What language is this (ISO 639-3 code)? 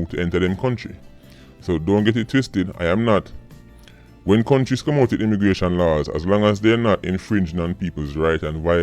jam